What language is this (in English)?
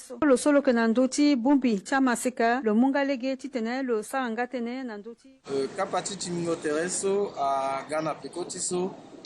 Sango